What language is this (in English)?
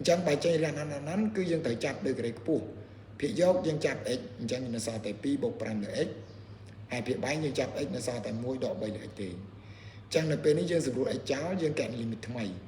Khmer